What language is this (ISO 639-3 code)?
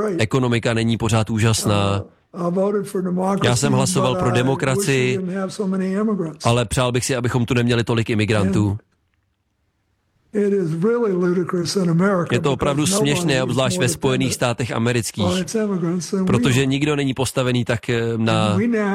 ces